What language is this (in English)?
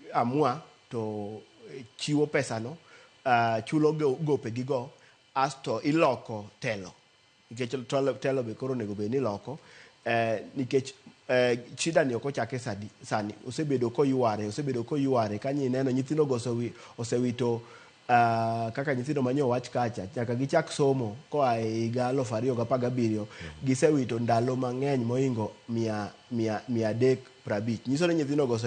Luo (Kenya and Tanzania)